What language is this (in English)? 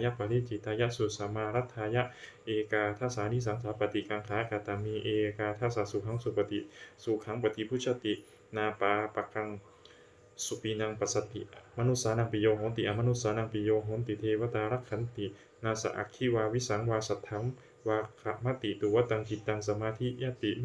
Pali